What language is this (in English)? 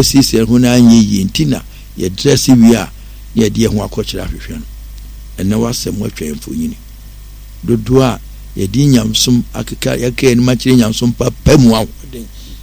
Akan